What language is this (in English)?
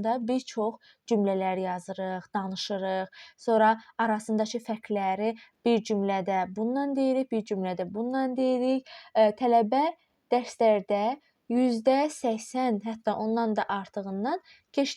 Azerbaijani